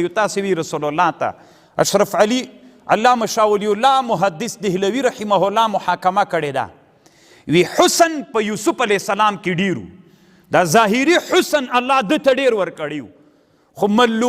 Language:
Pashto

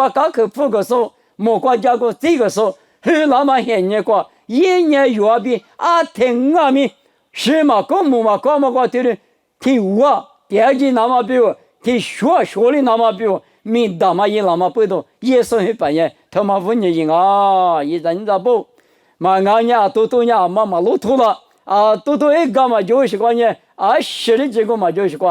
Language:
Lisu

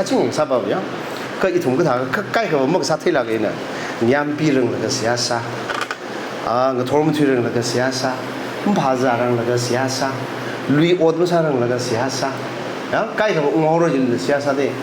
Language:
Tangkhul Naga (India)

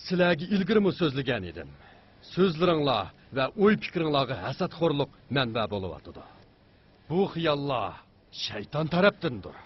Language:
Uyghur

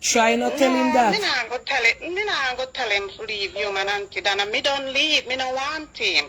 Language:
Jamaican Creole English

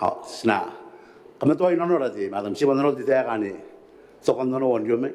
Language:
Gilbertese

